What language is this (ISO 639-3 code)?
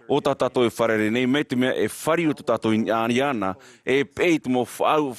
tah